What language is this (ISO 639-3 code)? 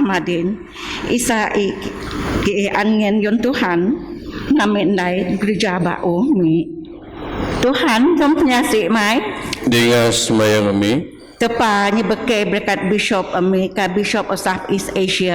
bth